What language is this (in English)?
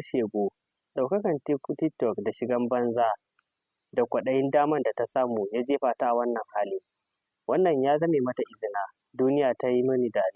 Hausa